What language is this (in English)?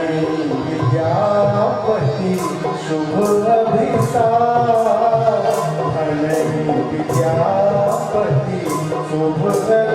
Maithili